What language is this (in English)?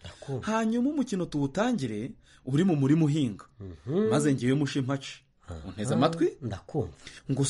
Kinyarwanda